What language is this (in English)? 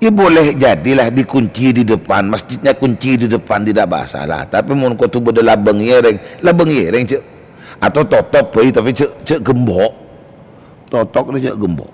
Madurese